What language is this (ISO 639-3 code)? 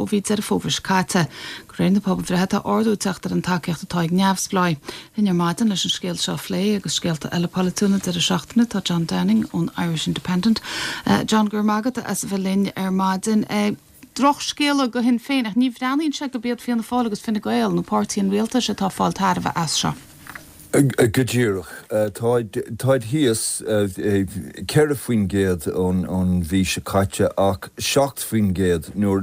gle